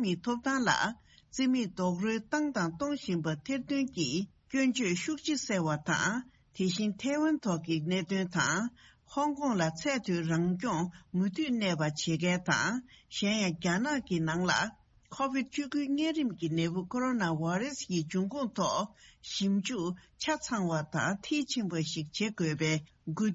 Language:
Tibetan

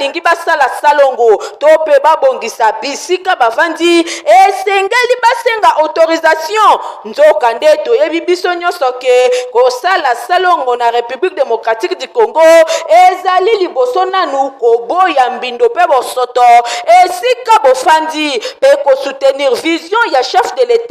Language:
Lingala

